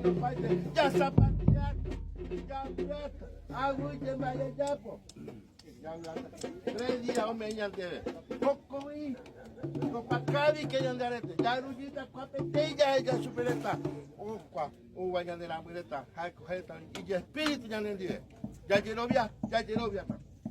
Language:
Guarani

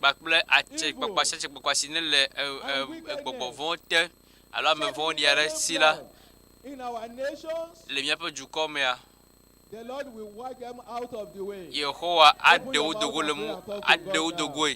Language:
Ewe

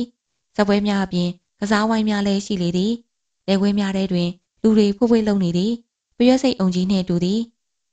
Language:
Burmese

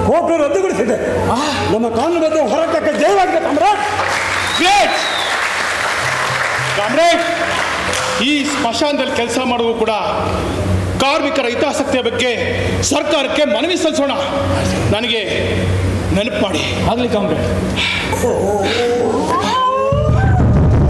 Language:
Kannada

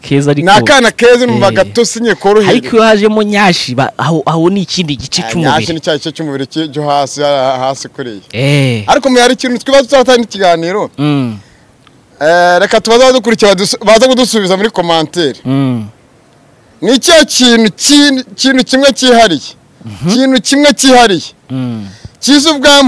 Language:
Kinyarwanda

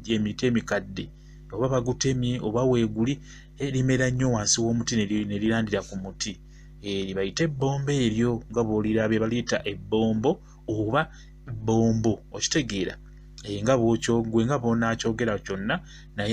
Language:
Ganda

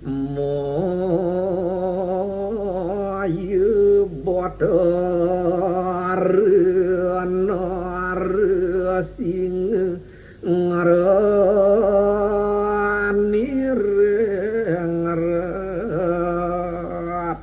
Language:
Balinese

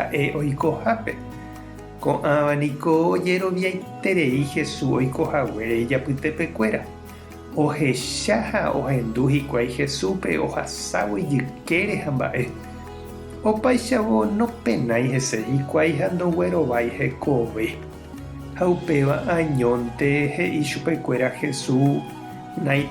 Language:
Guarani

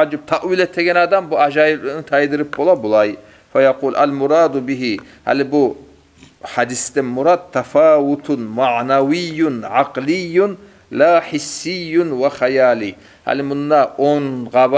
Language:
Kumyk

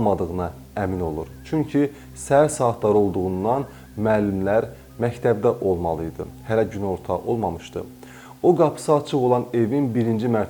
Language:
Azerbaijani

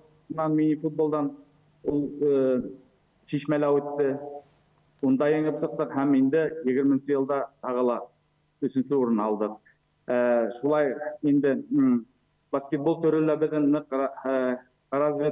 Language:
Bashkir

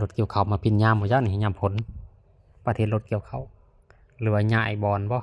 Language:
Lao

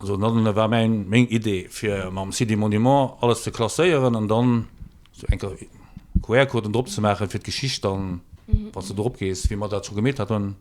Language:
Luxembourgish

